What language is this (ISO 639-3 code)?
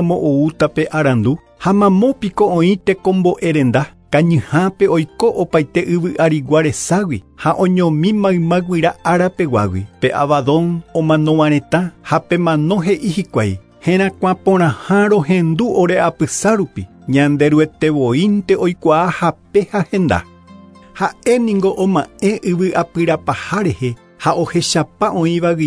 grn